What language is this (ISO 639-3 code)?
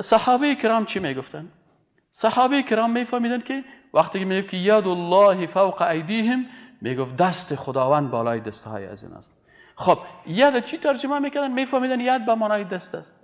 fas